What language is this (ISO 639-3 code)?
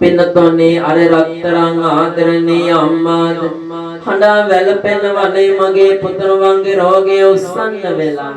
sin